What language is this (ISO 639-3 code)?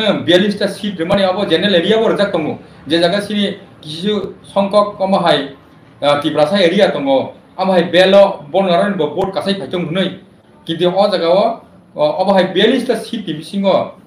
trp